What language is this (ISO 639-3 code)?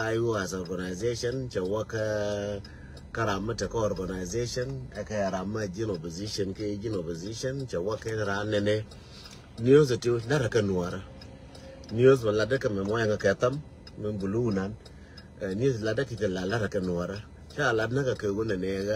nus